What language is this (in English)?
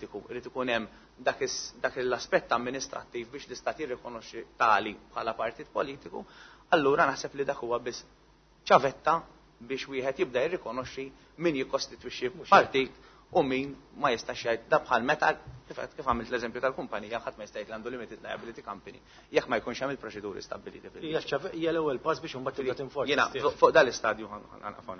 Maltese